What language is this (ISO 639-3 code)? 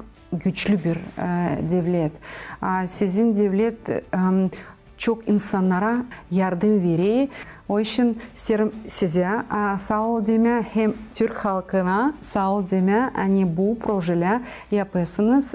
gag